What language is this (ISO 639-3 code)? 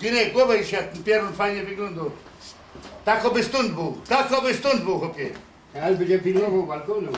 szl